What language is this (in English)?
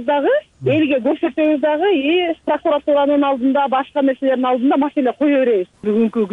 Kyrgyz